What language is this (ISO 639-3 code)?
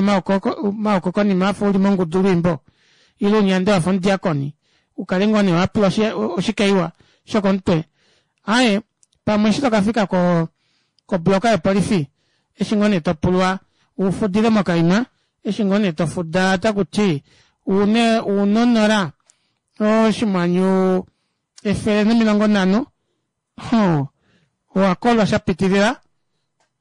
kua